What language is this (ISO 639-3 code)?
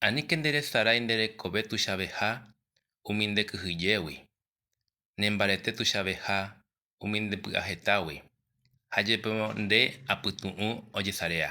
grn